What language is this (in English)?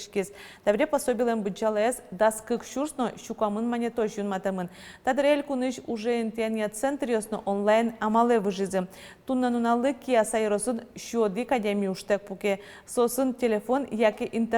Udmurt